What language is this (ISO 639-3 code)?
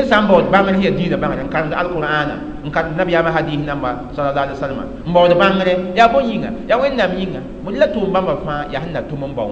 mos